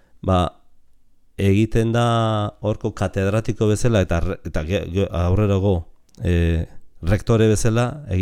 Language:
Basque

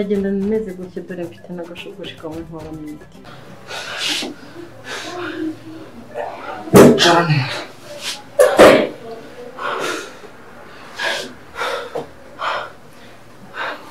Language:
Kinyarwanda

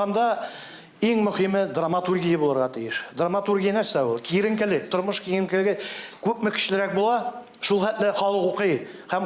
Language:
Tatar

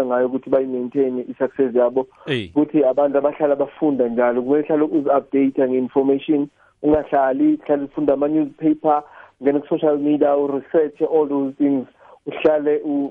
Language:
South Ndebele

